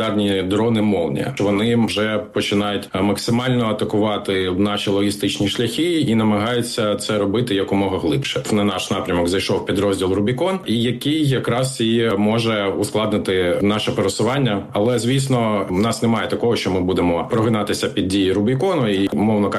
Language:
Ukrainian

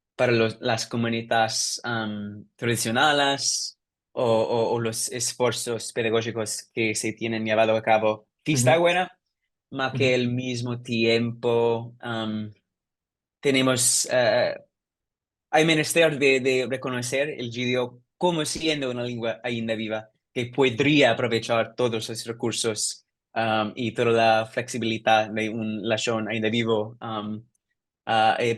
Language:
Ladino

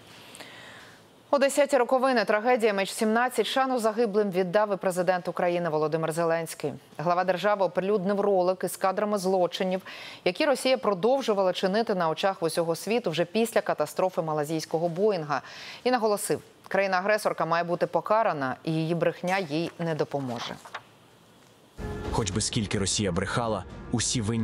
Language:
Ukrainian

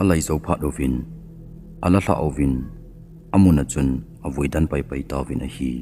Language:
Thado Chin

